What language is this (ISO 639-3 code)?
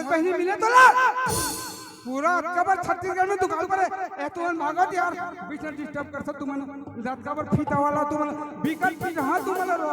hne